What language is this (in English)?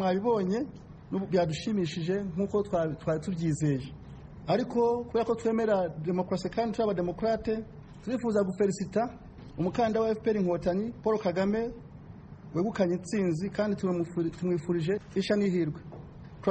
Kinyarwanda